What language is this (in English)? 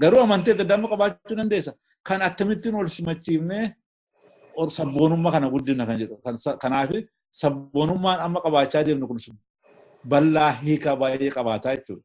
Oromo